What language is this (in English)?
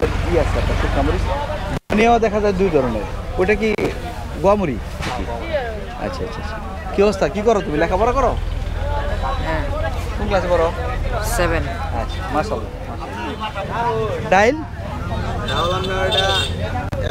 Bangla